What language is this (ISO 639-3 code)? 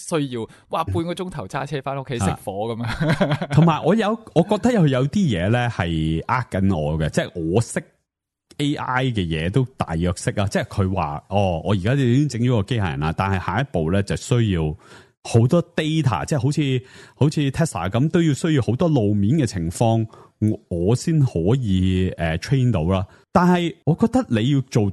yue